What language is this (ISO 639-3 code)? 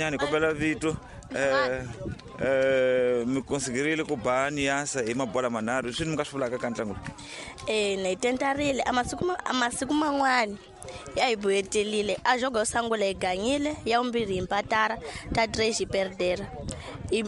tso